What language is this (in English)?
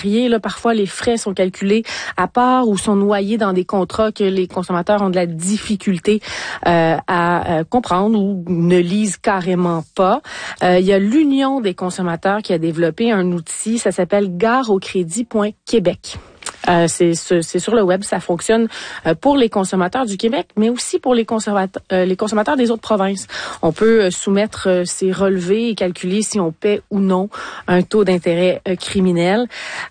French